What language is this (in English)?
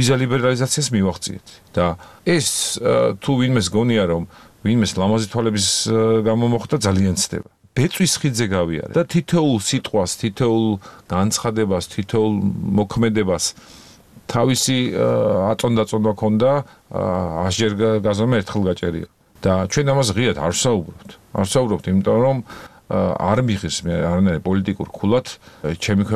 Georgian